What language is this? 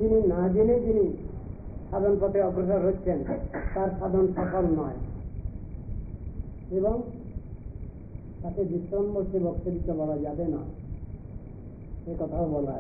Bangla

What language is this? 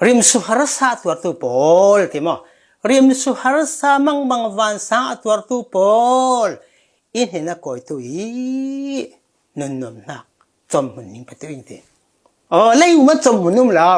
Falam Chin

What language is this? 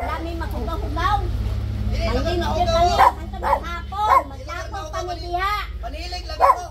Cebuano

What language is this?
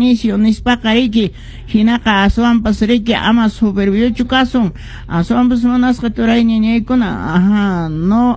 Quechua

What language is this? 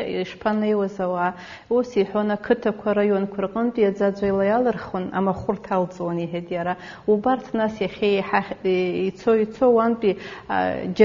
Abkhazian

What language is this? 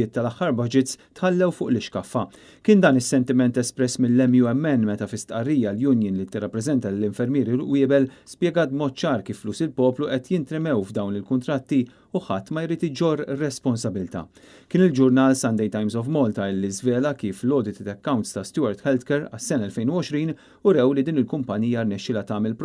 Maltese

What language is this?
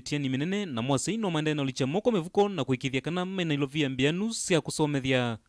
Kamba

